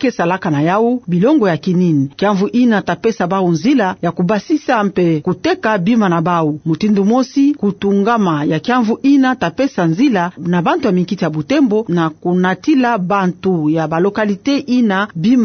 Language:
Kituba (Democratic Republic of Congo)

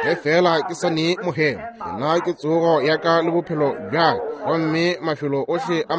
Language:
Northern Sotho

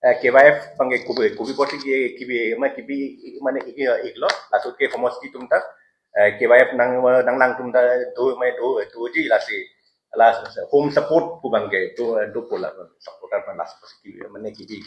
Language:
Karbi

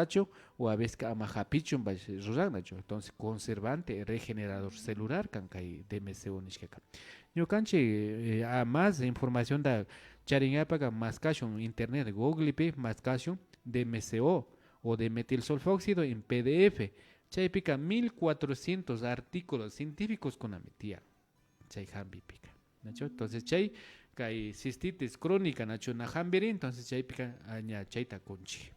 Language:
Imbabura Highland Quichua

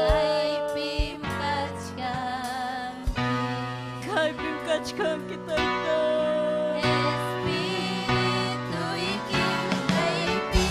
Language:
Ayacucho Quechua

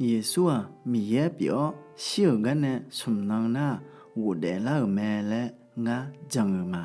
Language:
Akha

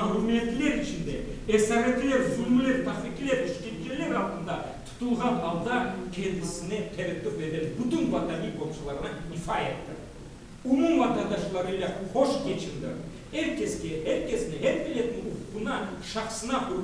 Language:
Crimean Tatar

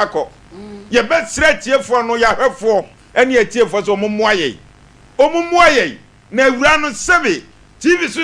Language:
Akan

